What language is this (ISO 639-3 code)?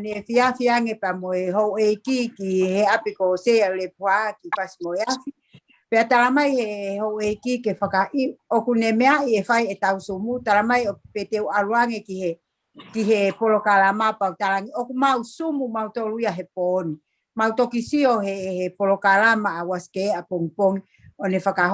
ton